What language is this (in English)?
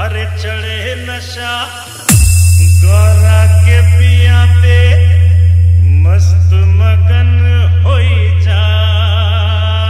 Bhojpuri